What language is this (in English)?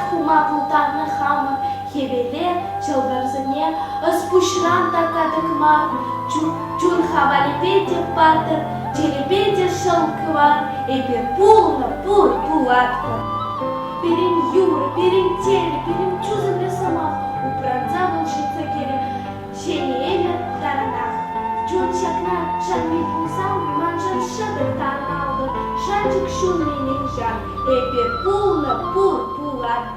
Chuvash